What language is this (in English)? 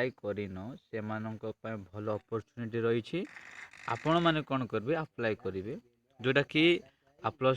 Odia